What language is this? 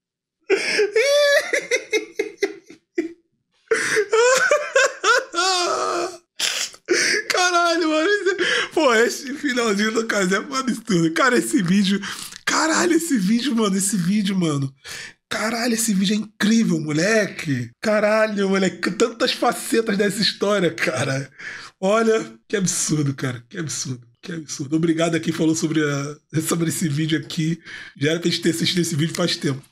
Portuguese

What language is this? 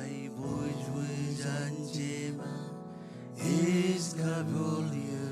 Marshallese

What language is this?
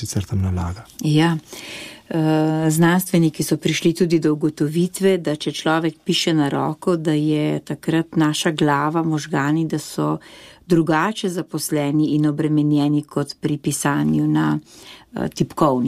Slovenian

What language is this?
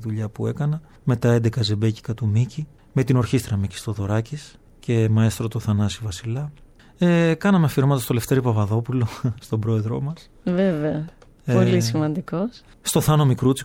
Greek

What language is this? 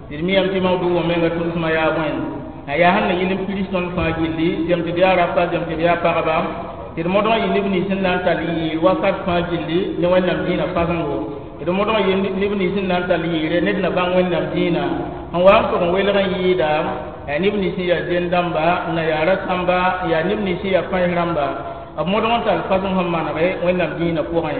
Mossi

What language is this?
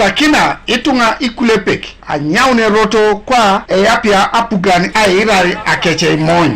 Teso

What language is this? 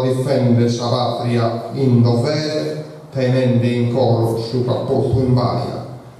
Sardinian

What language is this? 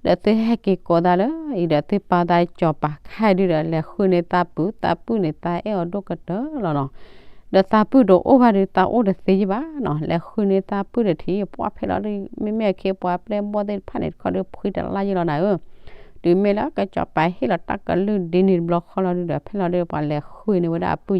S'gaw Karen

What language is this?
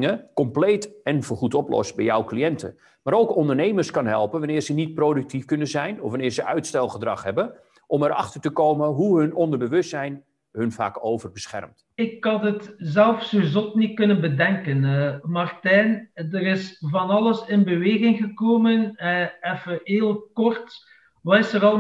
Dutch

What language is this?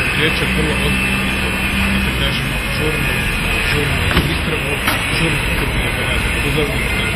Croatian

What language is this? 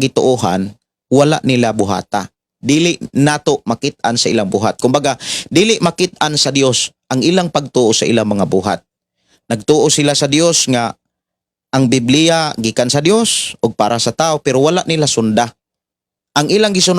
Cebuano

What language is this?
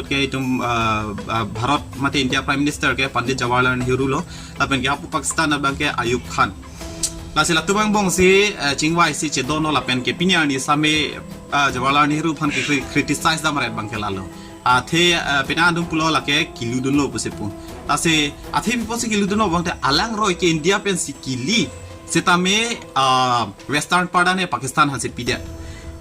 Karbi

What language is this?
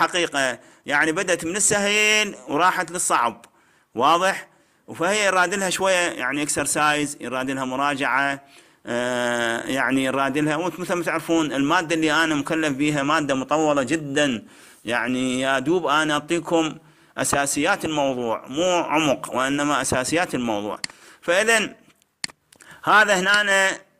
Mesopotamian Arabic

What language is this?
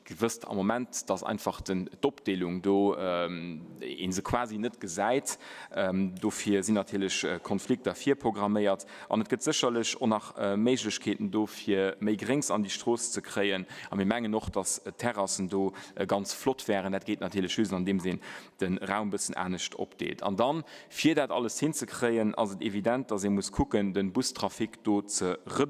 Luxembourgish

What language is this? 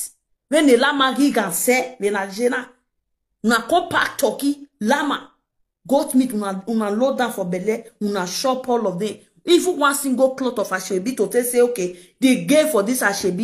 Nigerian Pidgin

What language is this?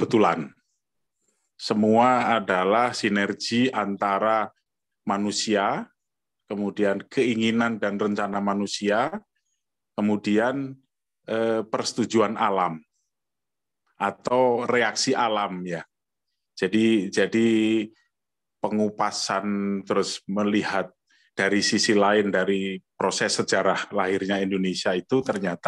Indonesian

